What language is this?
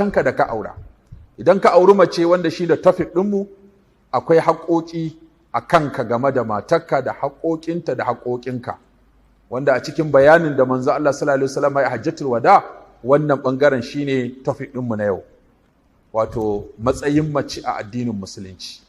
Hausa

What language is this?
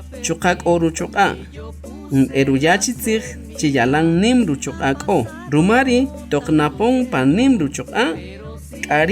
Kaqchikel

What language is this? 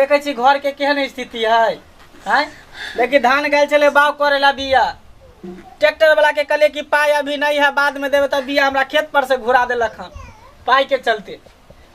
Maithili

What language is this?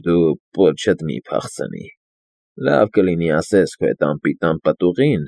Armenian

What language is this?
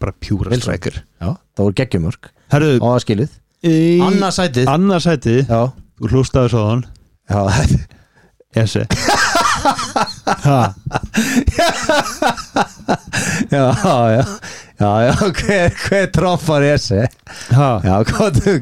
Icelandic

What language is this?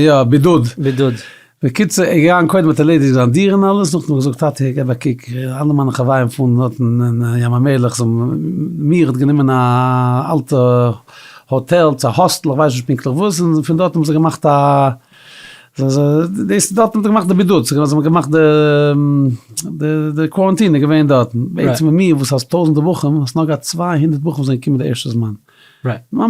Yiddish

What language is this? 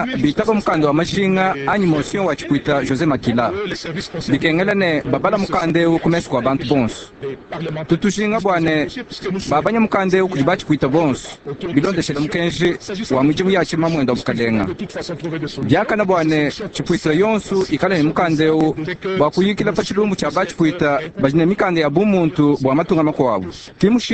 Luba-Lulua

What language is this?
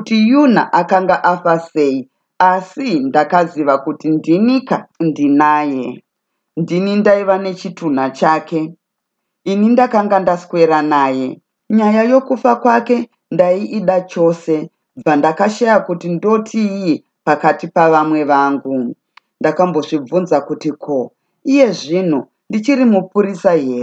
Shona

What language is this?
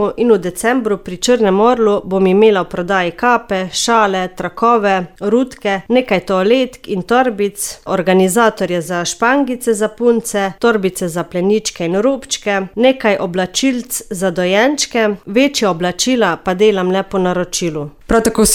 Slovenian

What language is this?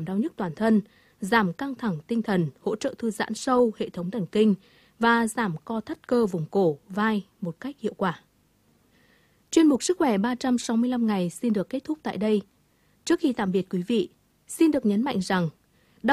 Vietnamese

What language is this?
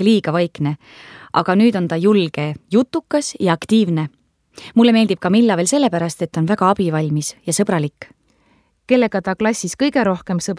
Estonian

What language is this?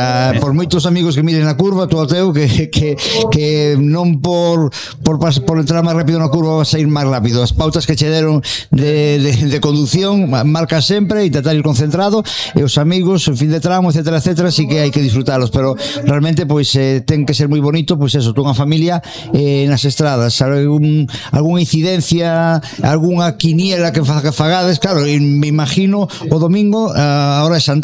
Galician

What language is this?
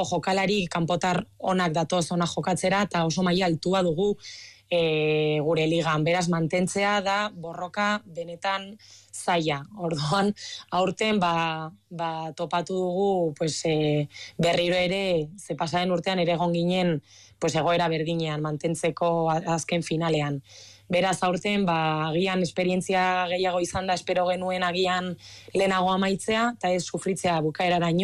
Basque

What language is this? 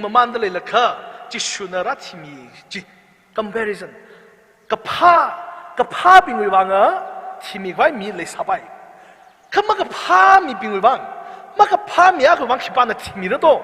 Tangkhul Naga (India)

